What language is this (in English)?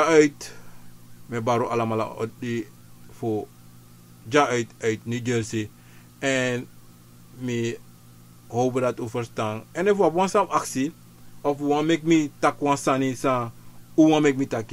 Sranan Tongo